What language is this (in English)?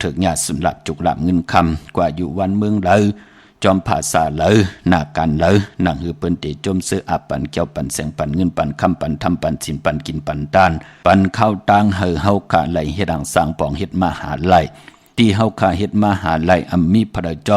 Shan